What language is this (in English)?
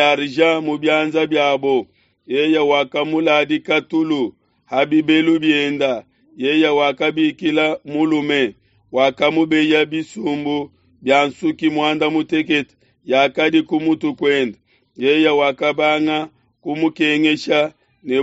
Luba-Lulua